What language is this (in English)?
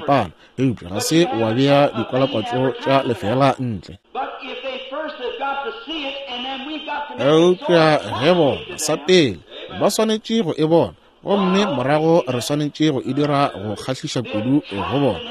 Northern Sotho